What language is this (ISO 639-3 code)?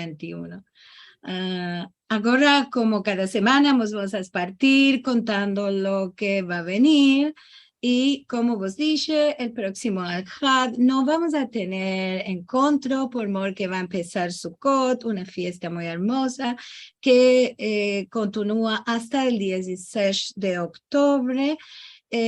lad